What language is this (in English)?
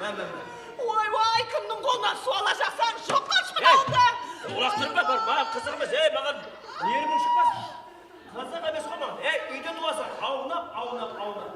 Kara-Kalpak